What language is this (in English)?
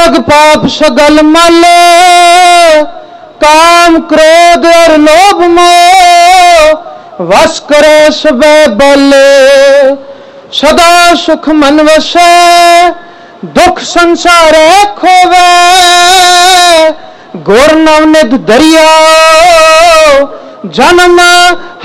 Punjabi